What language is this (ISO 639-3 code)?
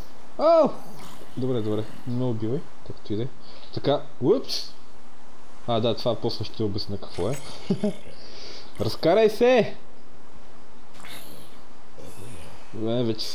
bul